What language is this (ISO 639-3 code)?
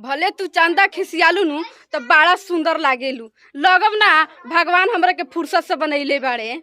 bho